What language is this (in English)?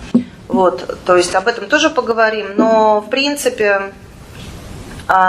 Russian